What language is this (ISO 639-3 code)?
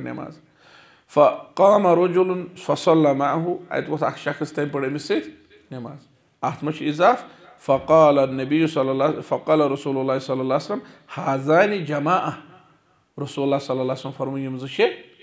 kas